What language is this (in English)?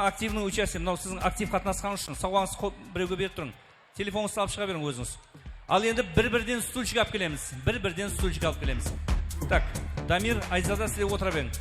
Kara-Kalpak